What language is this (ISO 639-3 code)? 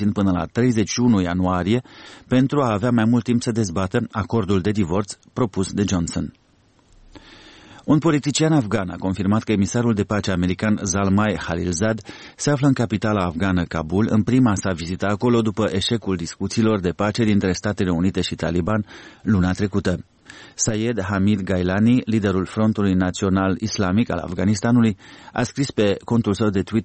ron